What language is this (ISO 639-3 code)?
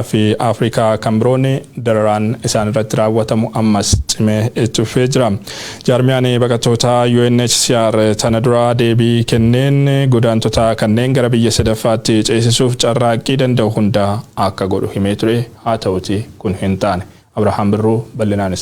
orm